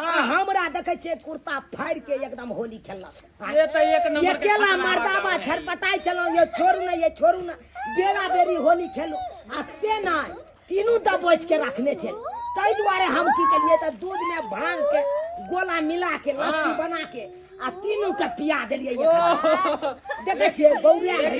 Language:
Maithili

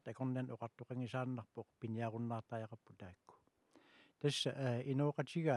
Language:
Kalaallisut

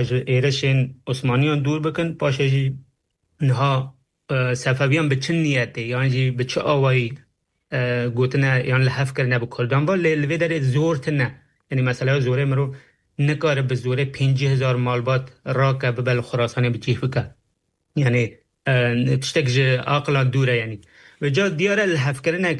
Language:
Kurdish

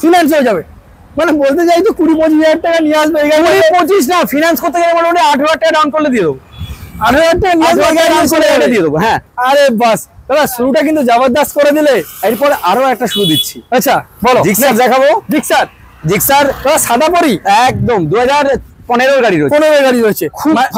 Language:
Bangla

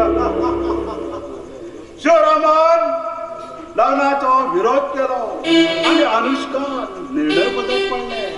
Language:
Konkani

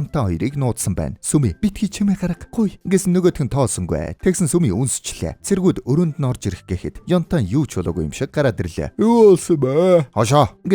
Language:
Mongolian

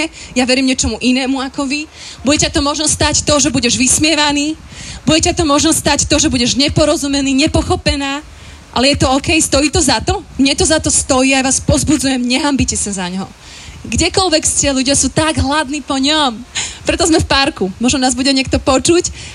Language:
Slovak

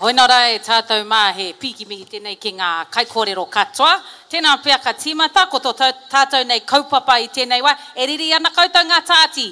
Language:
Māori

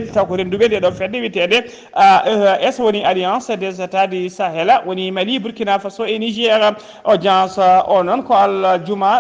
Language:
Fula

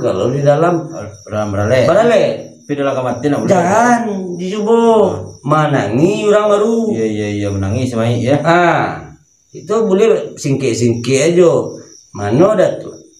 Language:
Minangkabau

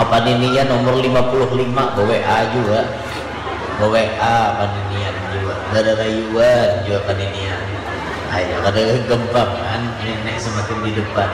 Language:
Banjar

